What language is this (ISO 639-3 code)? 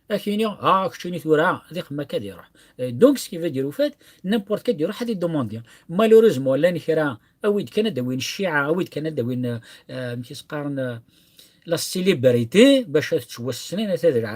kab